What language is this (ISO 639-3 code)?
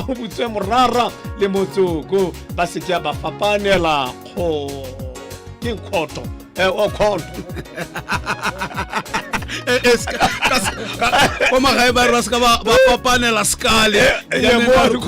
tsn